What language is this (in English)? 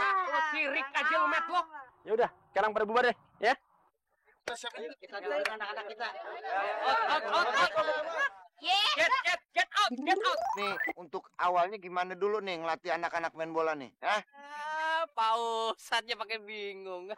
Betawi